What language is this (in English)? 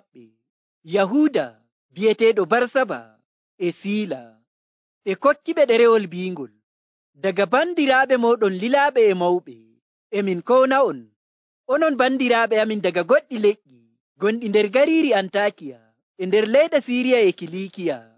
Nigerian Fulfulde